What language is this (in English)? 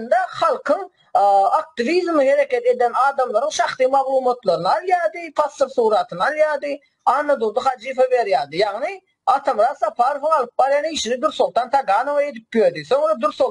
Turkmen